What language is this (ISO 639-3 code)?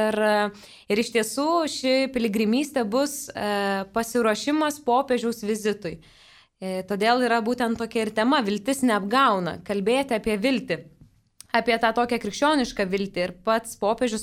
lit